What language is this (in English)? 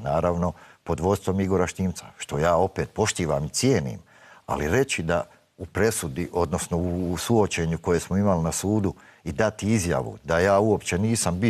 Bosnian